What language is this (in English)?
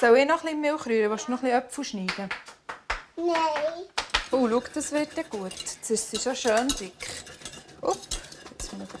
Swiss German